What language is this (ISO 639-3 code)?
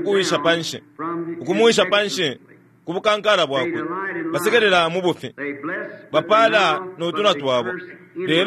bem